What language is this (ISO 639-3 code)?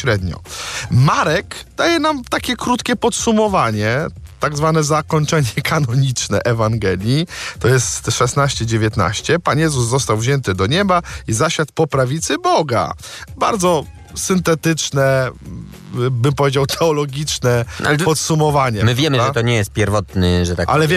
pol